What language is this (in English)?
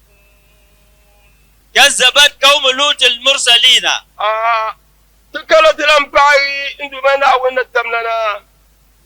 Dagbani